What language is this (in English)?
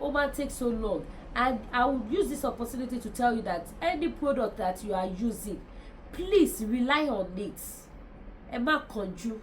Yoruba